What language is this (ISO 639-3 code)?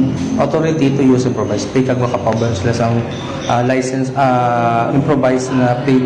hil